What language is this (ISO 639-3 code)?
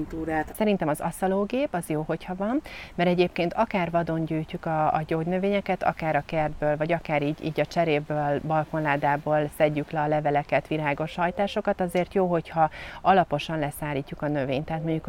hun